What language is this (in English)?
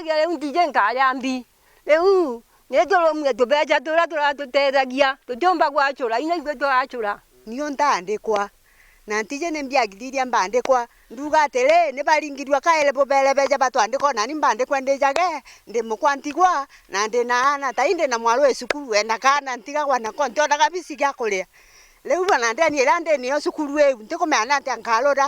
Meru